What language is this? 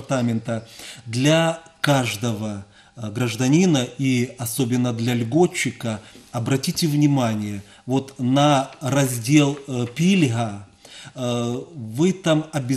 Russian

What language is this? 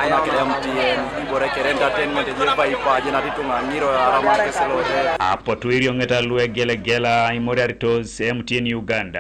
Teso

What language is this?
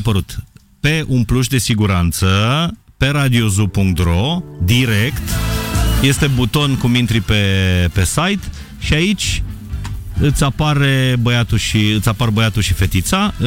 Romanian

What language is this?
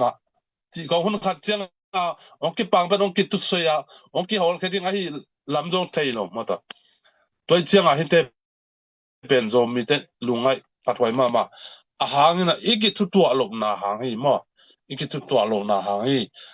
Tedim Chin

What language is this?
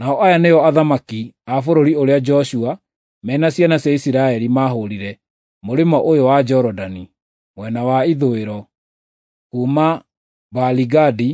Kikuyu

